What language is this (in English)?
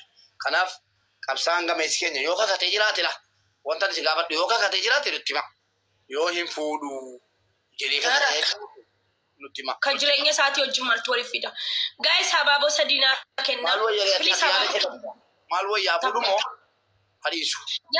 Oromo